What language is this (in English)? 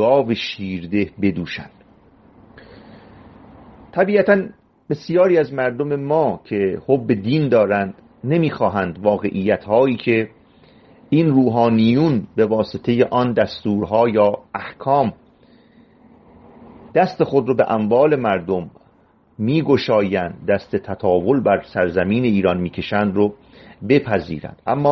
Persian